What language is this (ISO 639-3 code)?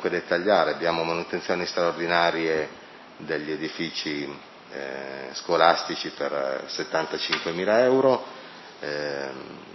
ita